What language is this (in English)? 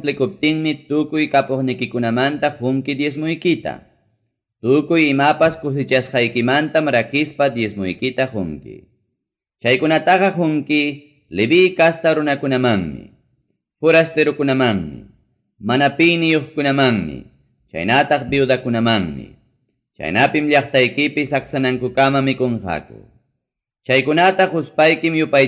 Ayacucho Quechua